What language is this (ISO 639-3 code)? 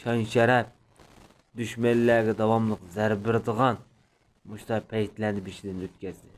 uig